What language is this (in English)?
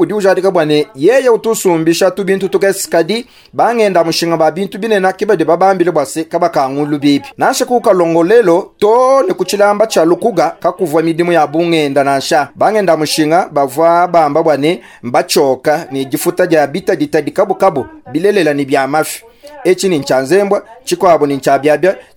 Luba-Lulua